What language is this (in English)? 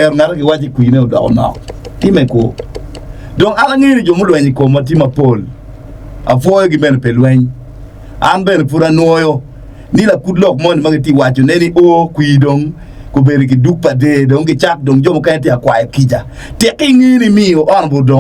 Acoli